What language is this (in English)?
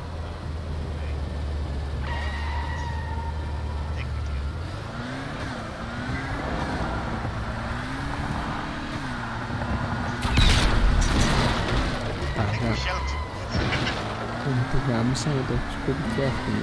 Greek